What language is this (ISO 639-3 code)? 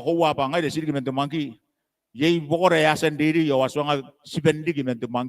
gil